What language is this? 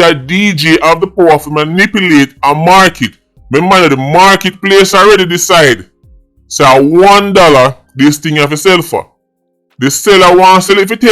Jamaican Creole English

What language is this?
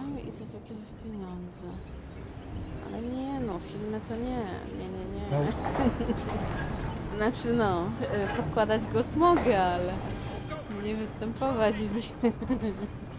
Polish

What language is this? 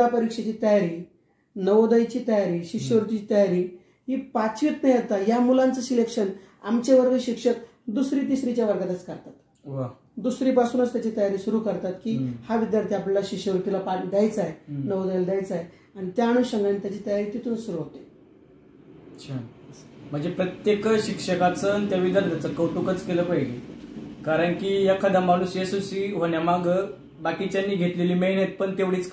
Marathi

